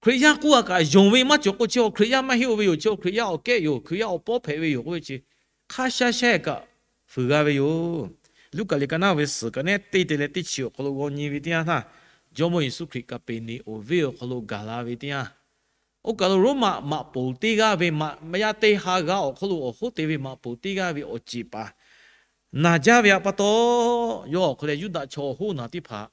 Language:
Lahu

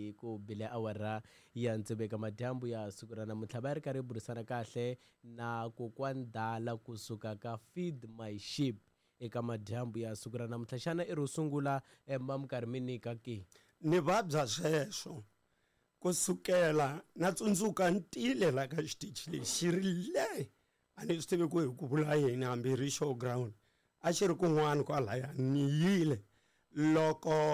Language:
Tsonga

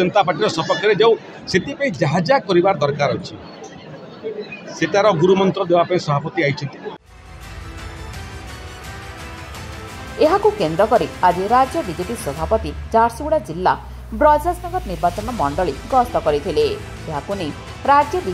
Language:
Odia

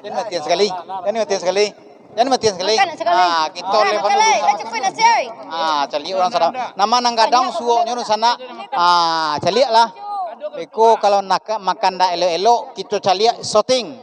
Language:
Minangkabau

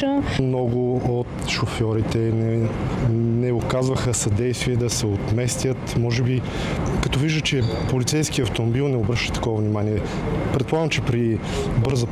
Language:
Bulgarian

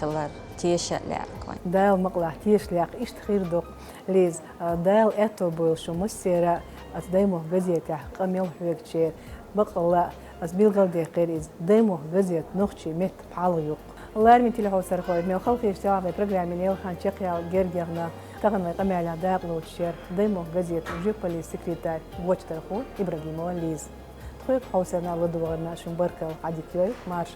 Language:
Chechen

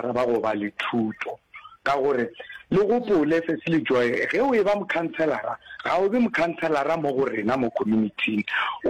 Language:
Northern Sotho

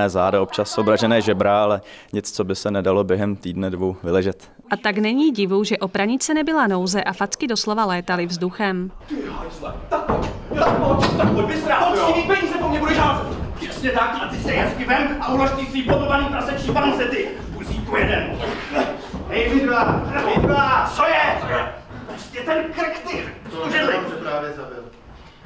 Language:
Czech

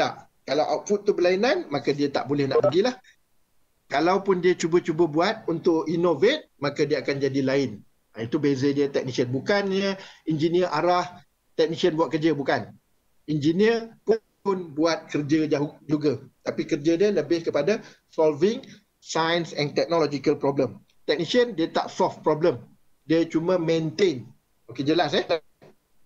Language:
Malay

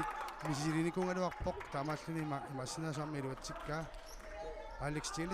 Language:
Kalaallisut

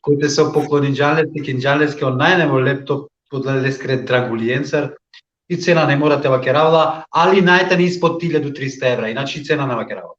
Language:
Balkan Romani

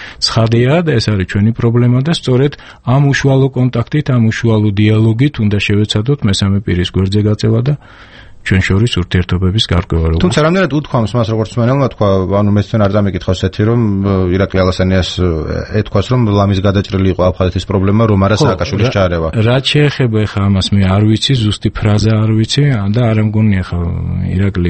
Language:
Georgian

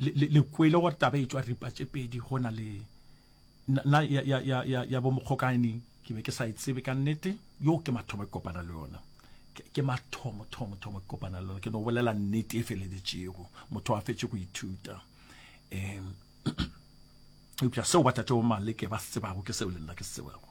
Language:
Northern Sotho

